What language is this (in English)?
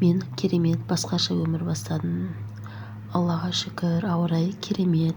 Kazakh